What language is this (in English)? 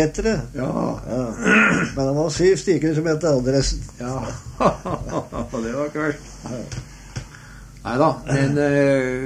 Norwegian